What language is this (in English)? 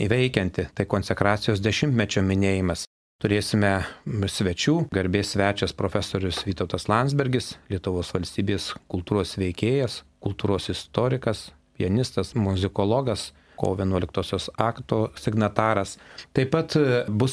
Lithuanian